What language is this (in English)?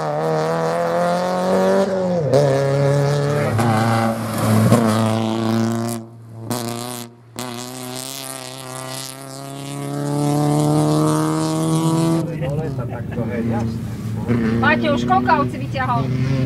Slovak